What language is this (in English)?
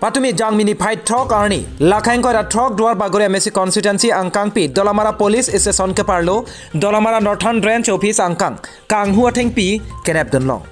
Karbi